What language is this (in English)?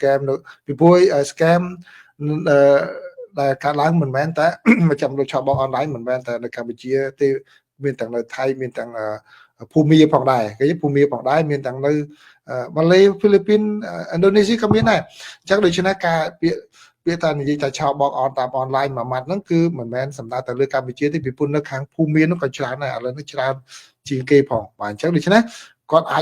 Khmer